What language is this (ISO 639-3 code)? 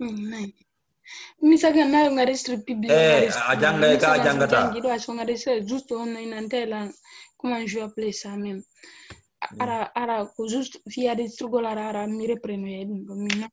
ful